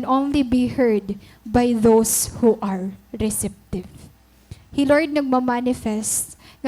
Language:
Waray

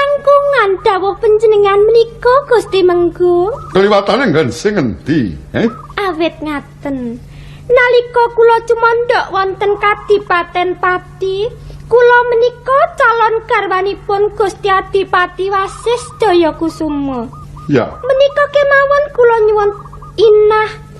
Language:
Javanese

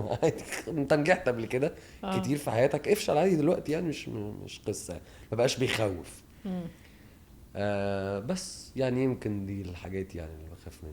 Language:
Egyptian Arabic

